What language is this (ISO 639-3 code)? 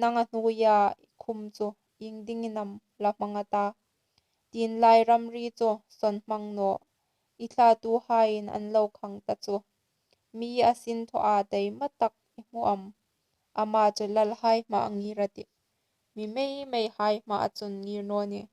hmr